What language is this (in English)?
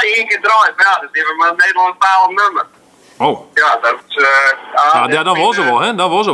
Western Frisian